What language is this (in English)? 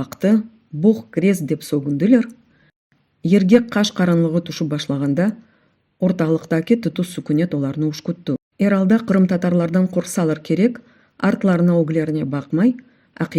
Crimean Tatar